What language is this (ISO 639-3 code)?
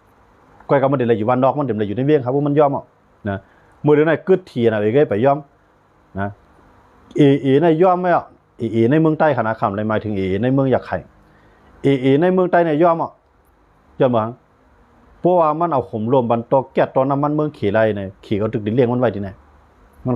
shn